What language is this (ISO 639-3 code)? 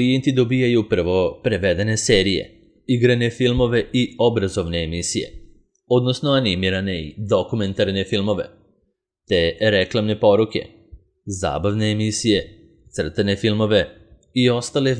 srp